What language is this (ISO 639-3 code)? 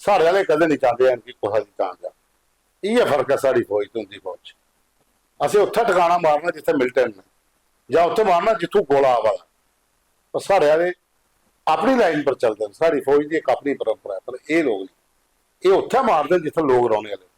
doi